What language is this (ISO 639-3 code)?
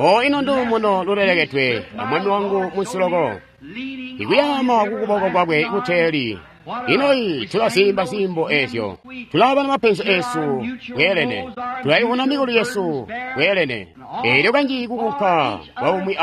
toi